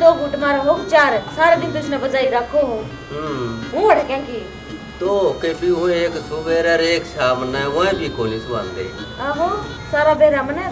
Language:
Haryanvi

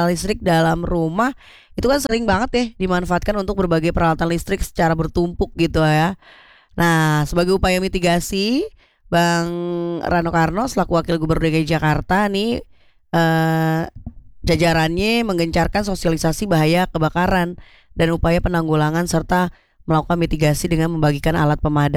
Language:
Indonesian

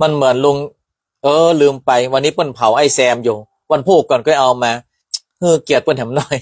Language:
Northern Thai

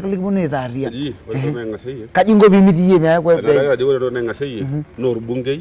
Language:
Masai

